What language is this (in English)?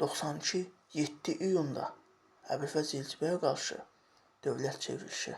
Azerbaijani